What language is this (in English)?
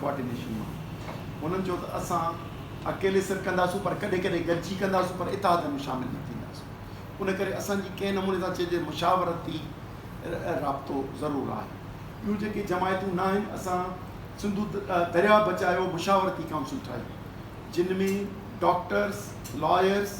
Sindhi